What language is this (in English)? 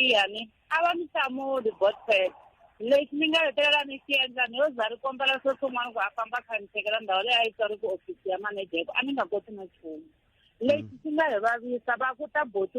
Tsonga